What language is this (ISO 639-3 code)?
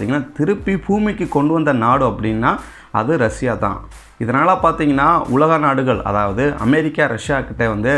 tam